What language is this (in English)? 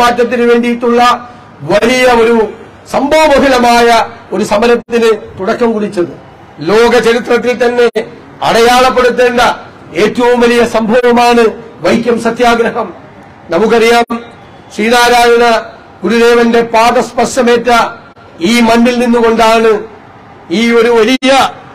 Malayalam